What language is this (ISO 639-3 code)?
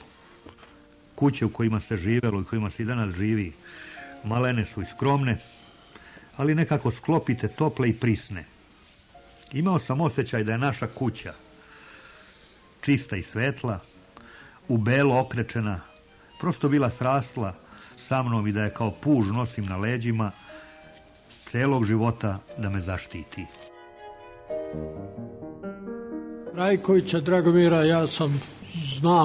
srp